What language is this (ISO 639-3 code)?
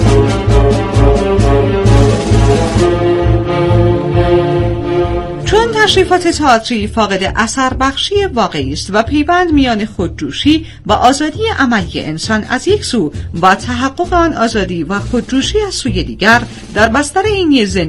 fas